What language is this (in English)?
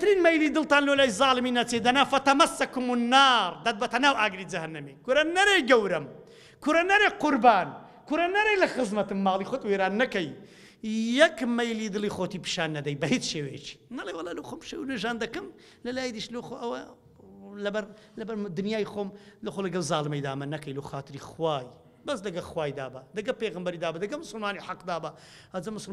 Central Kurdish